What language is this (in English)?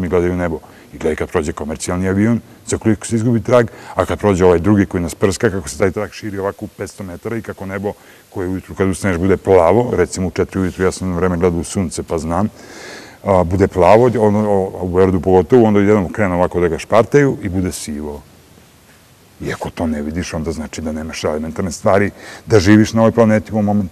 Serbian